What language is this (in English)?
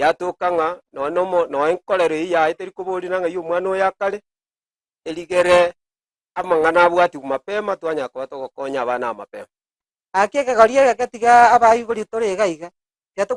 Gusii